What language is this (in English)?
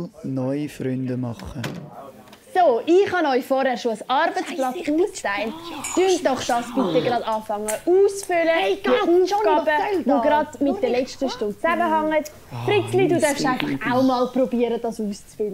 Swiss German